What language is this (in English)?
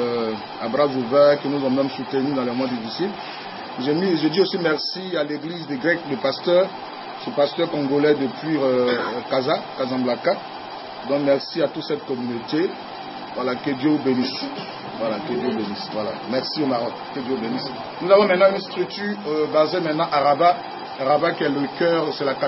French